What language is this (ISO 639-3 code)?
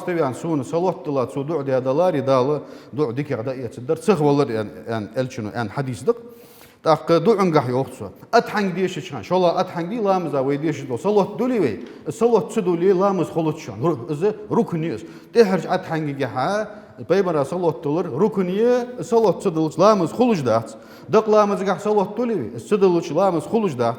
inh